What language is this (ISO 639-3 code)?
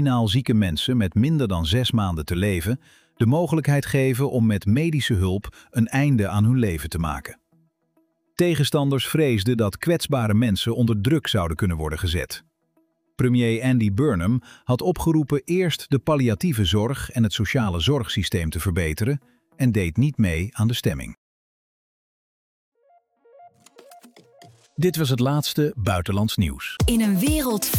nld